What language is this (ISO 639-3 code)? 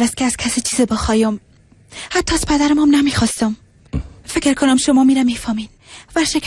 fas